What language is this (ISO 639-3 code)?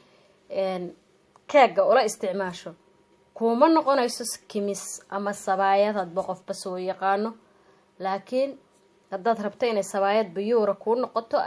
som